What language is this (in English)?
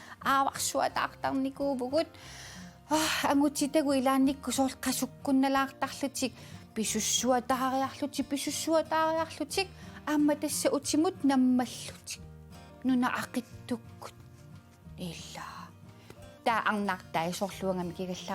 Kalaallisut